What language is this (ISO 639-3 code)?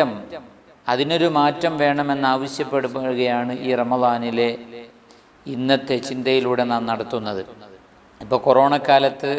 mal